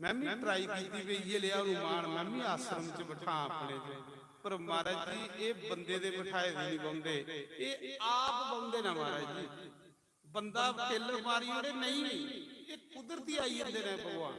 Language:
Dogri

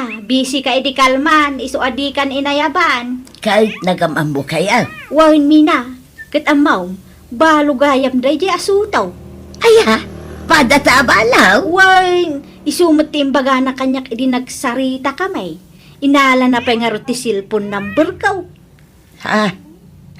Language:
Iloko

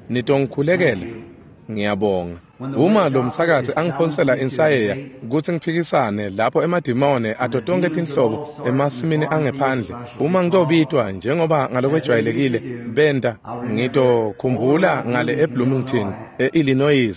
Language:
Swati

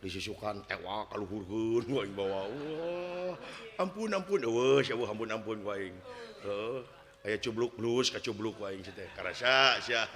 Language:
Sundanese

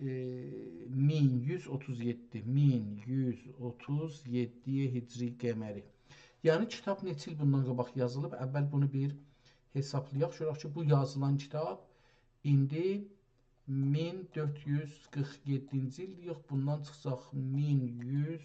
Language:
South Azerbaijani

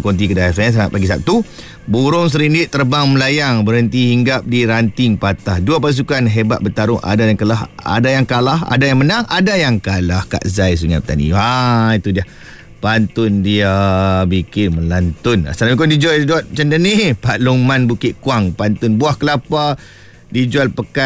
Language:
Malay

